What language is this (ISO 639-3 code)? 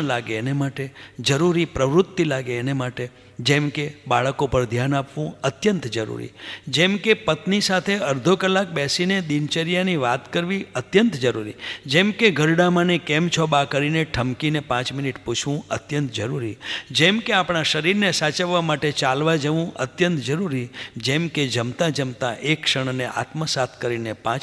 guj